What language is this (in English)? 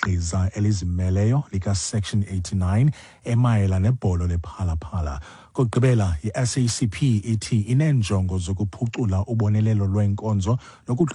Xhosa